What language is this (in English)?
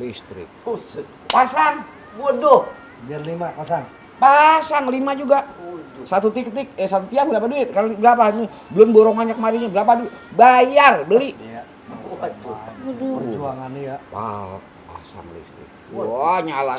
Betawi